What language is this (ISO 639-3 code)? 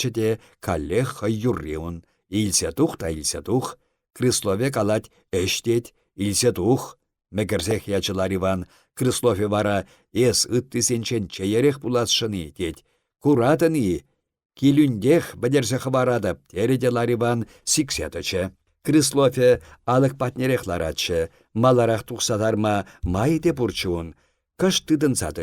chv